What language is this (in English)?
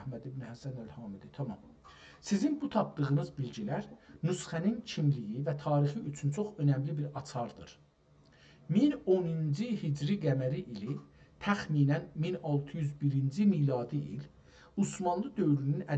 South Azerbaijani